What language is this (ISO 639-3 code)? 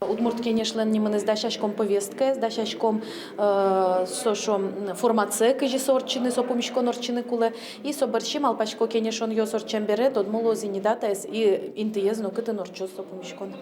udm